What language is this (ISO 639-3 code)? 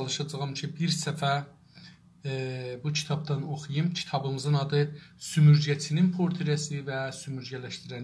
azb